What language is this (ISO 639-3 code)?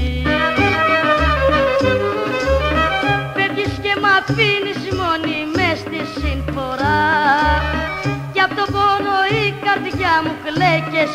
ell